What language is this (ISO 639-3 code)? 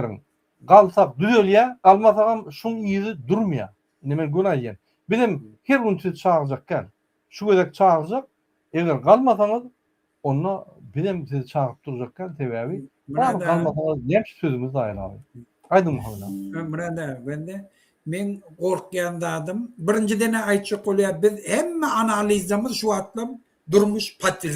tuk